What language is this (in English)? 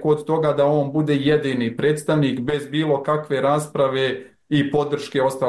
Croatian